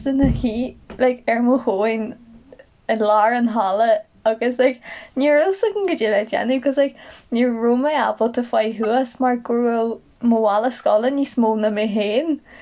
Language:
Irish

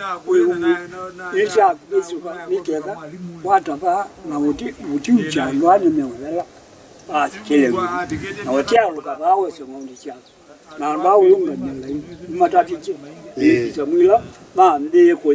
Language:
Kamba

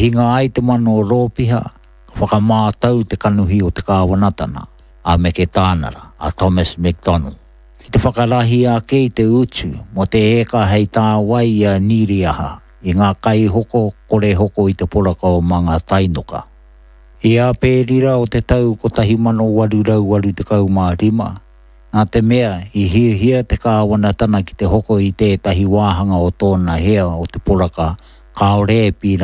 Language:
Māori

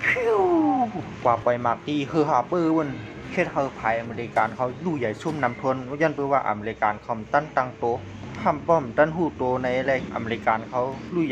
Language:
Shan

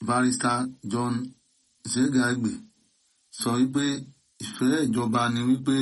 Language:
Yoruba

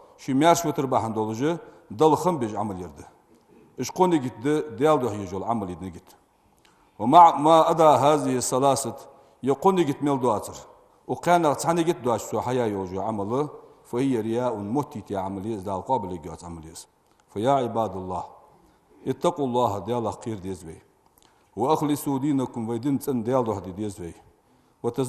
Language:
Ingush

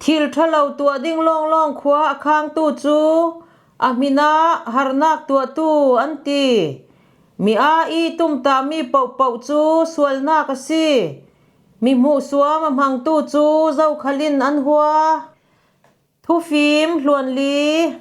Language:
Falam Chin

